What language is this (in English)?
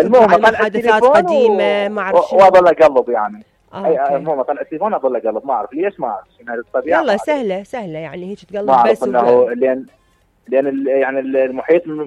Mesopotamian Arabic